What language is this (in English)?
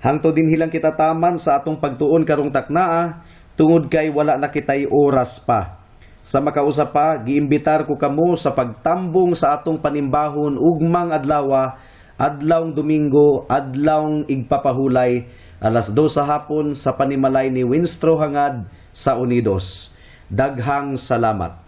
Cebuano